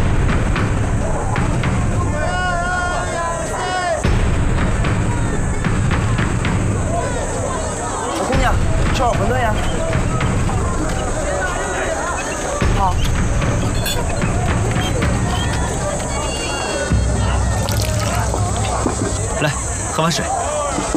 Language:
Chinese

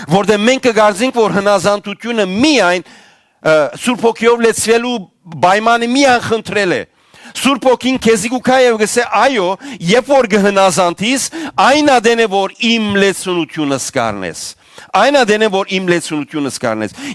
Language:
Western Armenian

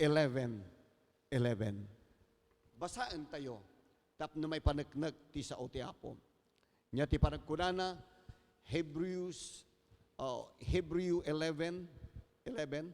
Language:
Iloko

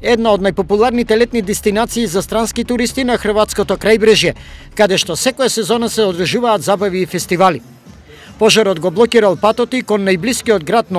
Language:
Macedonian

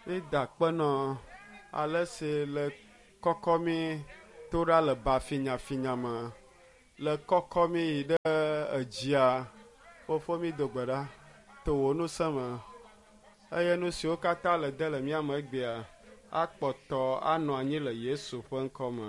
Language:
Ewe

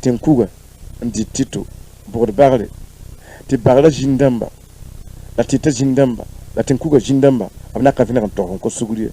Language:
Mossi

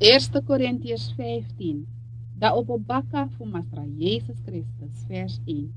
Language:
Sranan Tongo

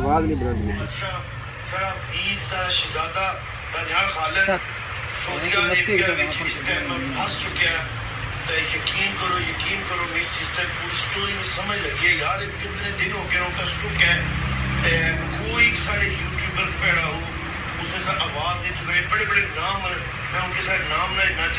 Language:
Pahari-Potwari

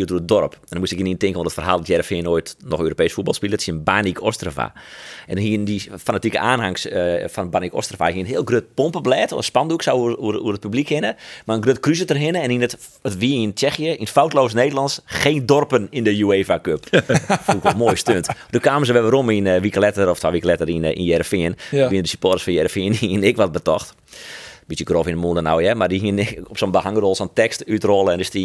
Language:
Western Frisian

